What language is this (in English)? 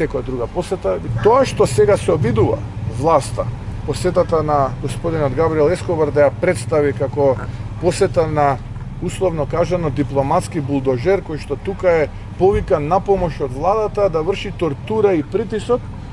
Macedonian